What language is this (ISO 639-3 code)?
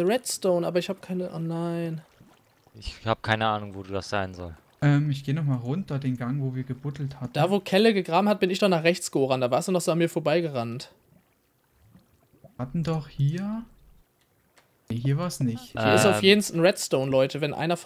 deu